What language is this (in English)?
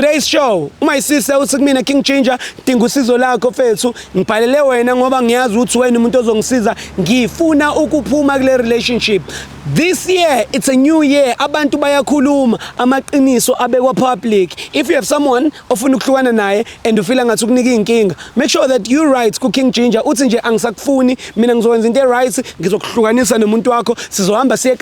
Zulu